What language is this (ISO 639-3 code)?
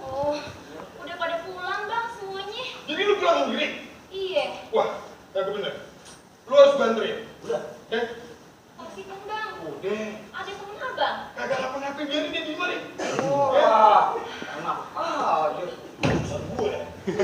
bew